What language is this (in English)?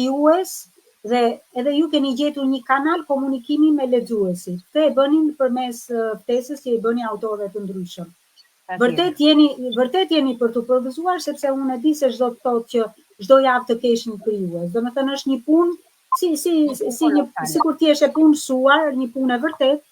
Albanian